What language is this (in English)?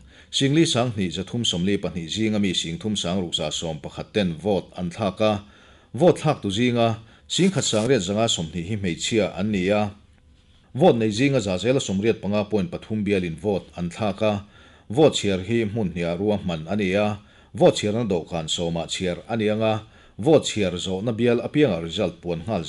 Mizo